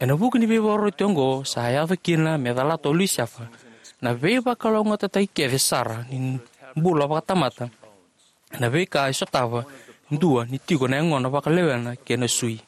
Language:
Fijian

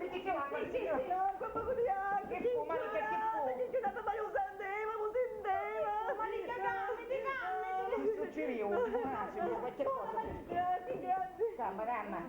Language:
Sicilian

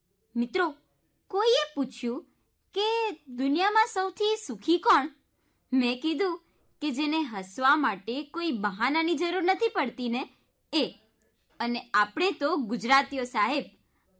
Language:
Gujarati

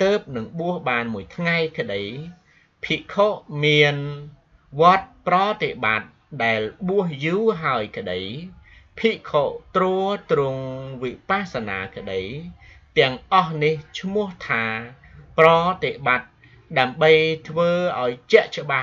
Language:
Khmer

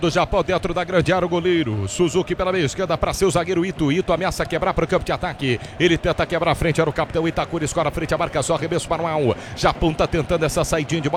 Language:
Portuguese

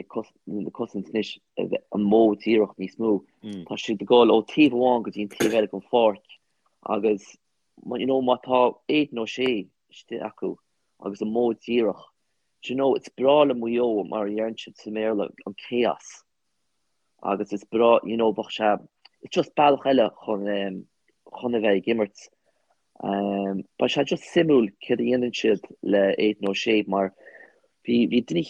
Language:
Irish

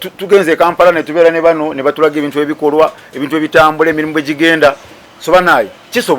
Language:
Nyankole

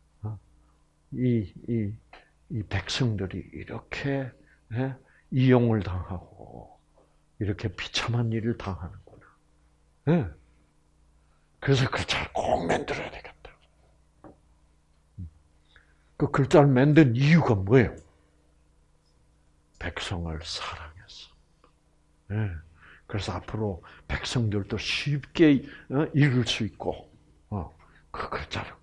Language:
Korean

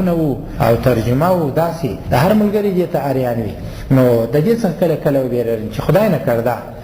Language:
Pashto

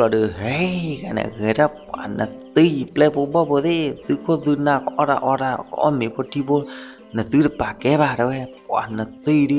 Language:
S'gaw Karen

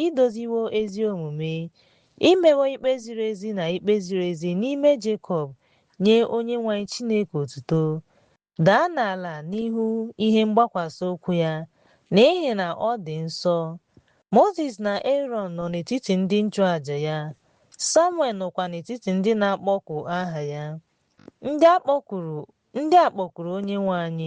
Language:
Igbo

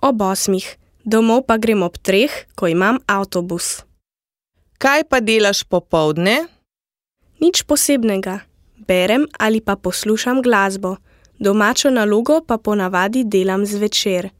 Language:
Slovenian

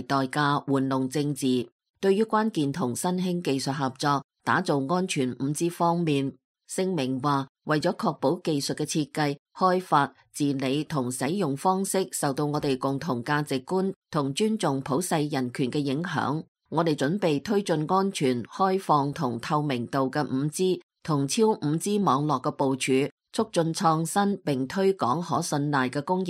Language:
Cantonese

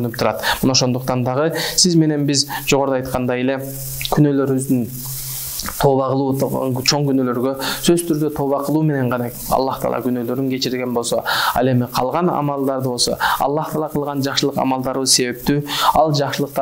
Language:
Kyrgyz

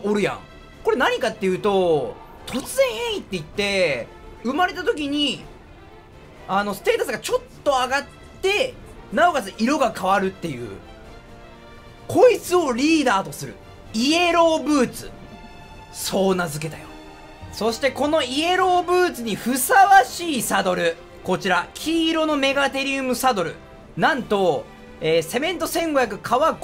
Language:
Japanese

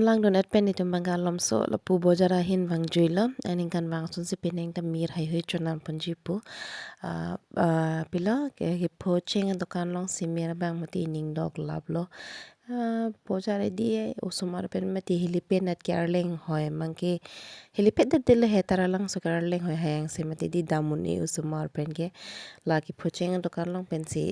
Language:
Karbi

